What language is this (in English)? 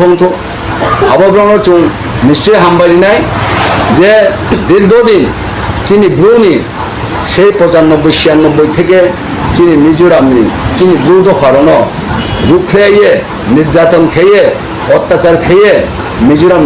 Riang (India)